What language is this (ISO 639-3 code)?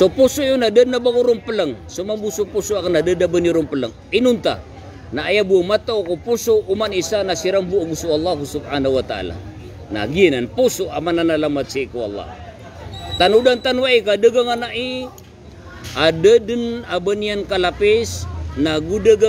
mrw